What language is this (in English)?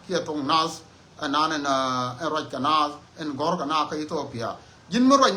Nuer